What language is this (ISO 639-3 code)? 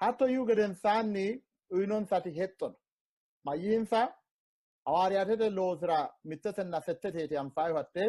sid